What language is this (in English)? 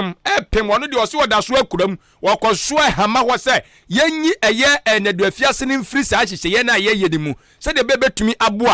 Akan